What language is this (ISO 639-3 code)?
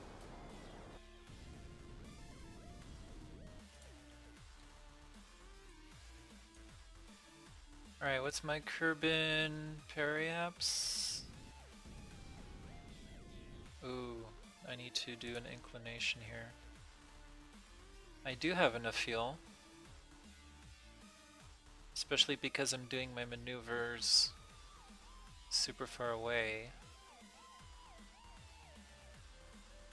eng